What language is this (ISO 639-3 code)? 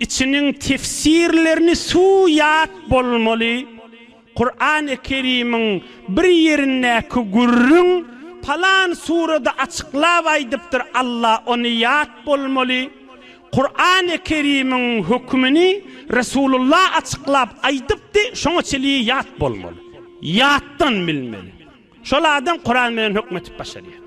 tuk